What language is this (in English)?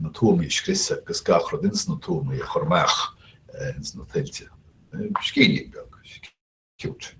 Irish